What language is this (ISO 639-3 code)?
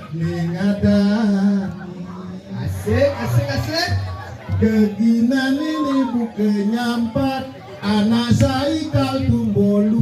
ban